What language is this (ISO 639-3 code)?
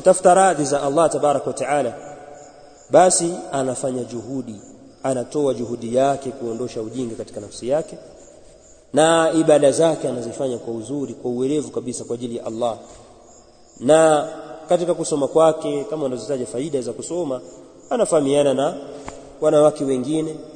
swa